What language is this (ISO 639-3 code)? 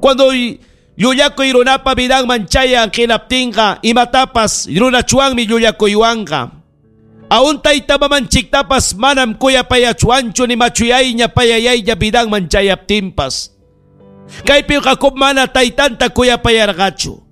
quy